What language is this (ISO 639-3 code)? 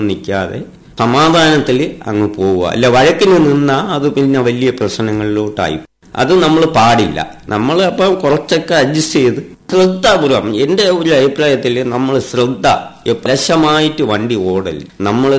mal